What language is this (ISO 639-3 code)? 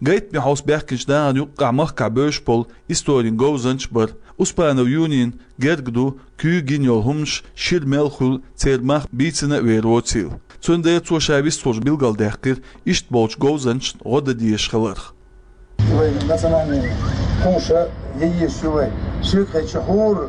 che